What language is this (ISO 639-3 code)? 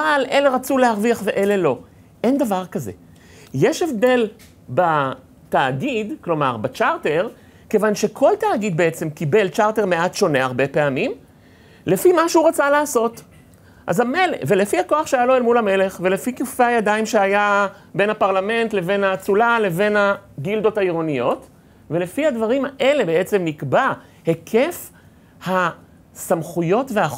heb